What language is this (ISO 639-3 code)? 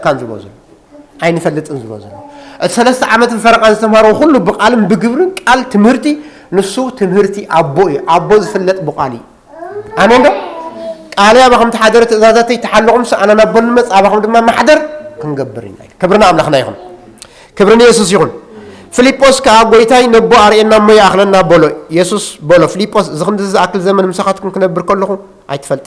tir